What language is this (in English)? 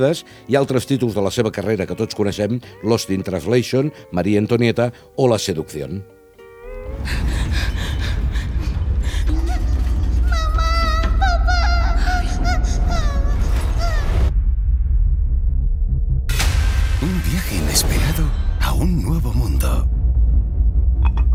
Catalan